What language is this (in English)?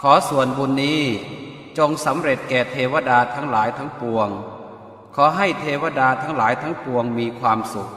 Pali